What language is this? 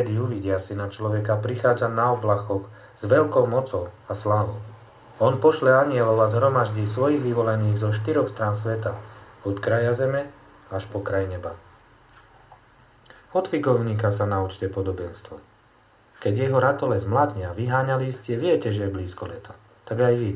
Slovak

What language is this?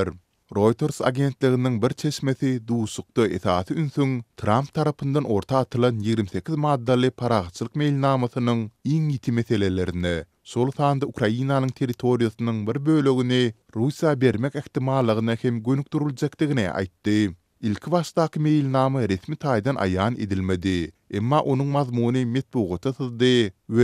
Turkmen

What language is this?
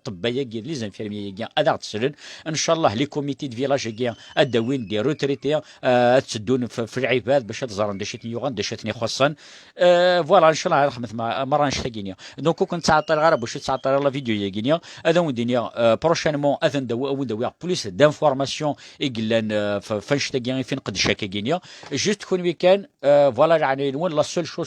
Kabyle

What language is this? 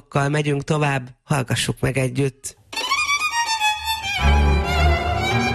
Hungarian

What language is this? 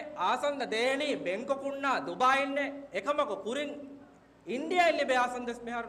Divehi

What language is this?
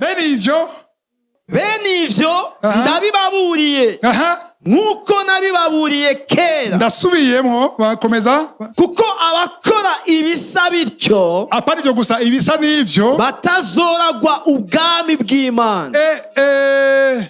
Rundi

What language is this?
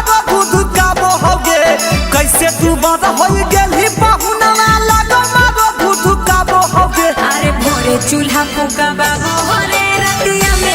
Magahi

